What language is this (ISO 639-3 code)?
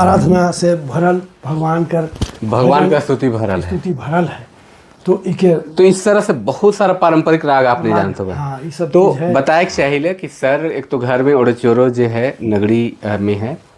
sck